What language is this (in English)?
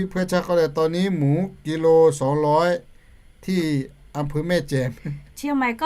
Lahu